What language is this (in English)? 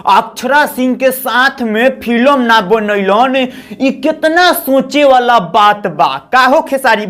Bhojpuri